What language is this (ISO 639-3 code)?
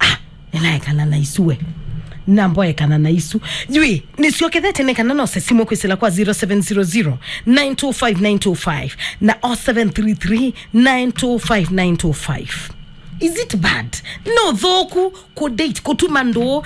kam